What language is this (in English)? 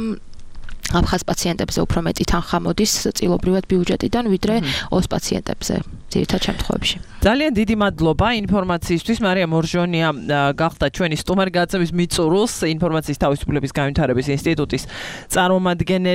Georgian